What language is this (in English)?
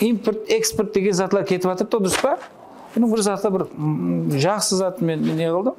Kara-Kalpak